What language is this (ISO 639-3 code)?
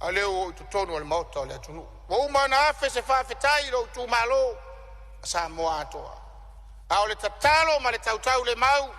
smo